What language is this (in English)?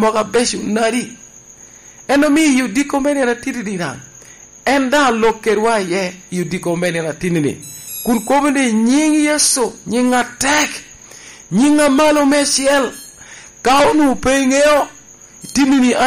Lango (Uganda)